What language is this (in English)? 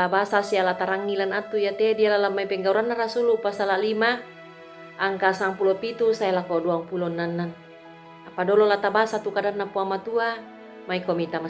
Toraja-Sa'dan